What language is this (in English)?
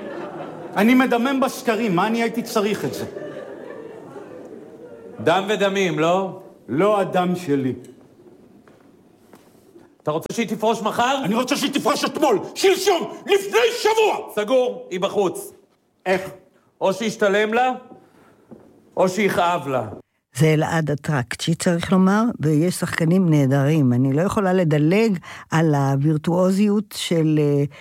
Hebrew